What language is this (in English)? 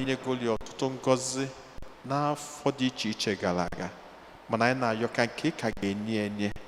Igbo